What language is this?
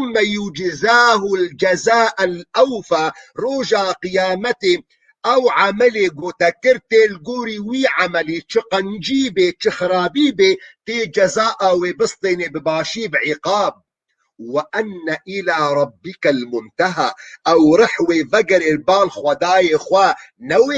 Kurdish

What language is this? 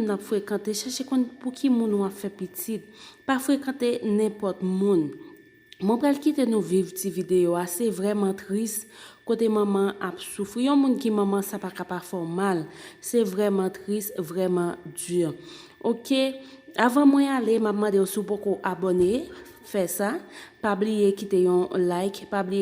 Haitian Creole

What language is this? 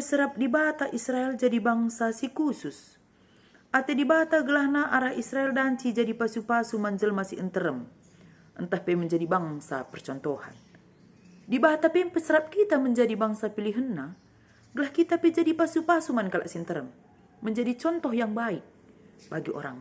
Batak Karo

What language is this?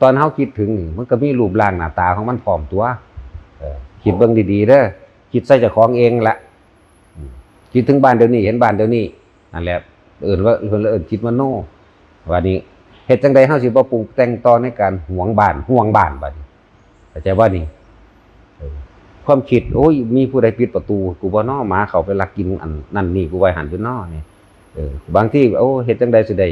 Northeastern Thai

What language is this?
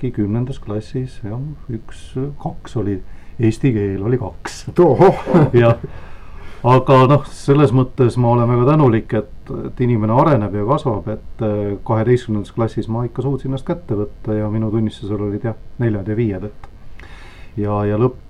Estonian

